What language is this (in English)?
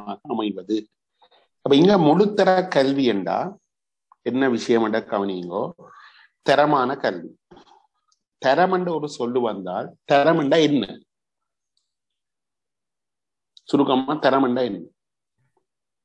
Tamil